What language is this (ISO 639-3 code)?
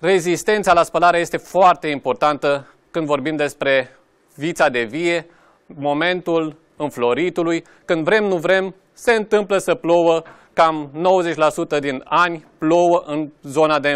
ron